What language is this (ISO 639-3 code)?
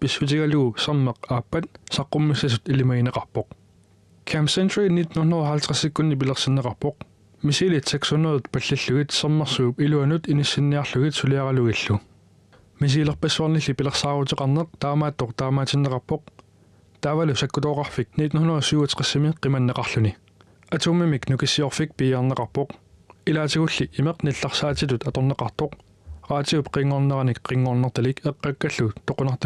kal